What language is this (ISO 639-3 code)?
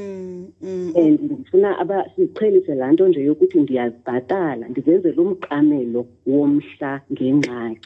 xho